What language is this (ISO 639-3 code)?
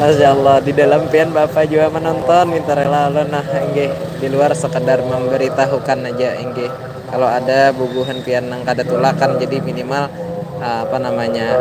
bjn